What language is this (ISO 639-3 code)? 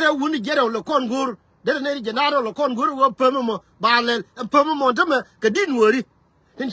nus